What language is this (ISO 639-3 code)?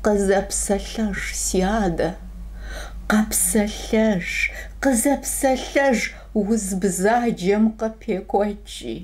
kbd